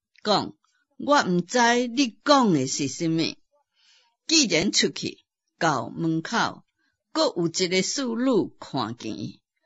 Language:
Min Nan Chinese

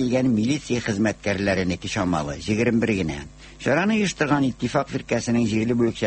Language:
Tatar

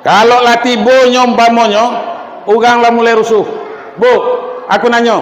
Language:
Minangkabau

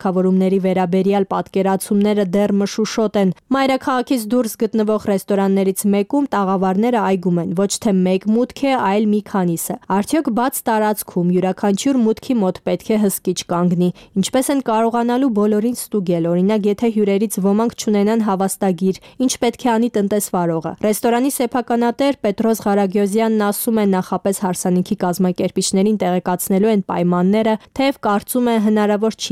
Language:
Armenian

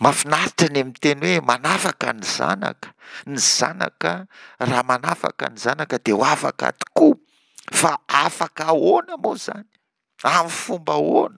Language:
Malagasy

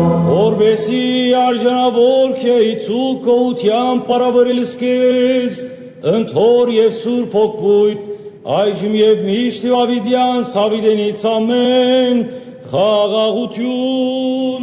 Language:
Western Armenian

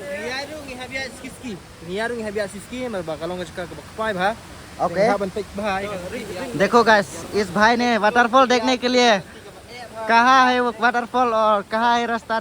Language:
Khasi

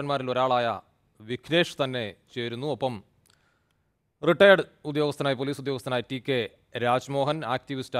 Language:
Malayalam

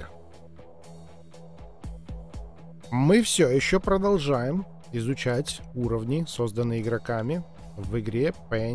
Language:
Russian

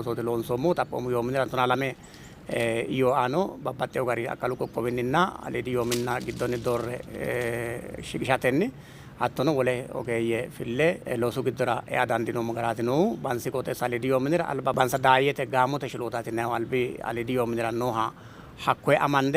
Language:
Sidamo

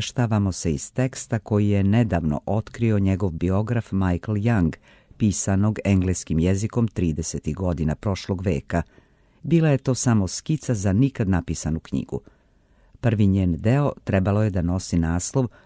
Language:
Serbian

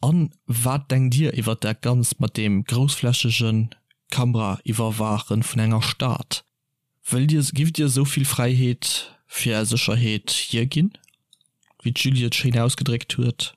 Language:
Luxembourgish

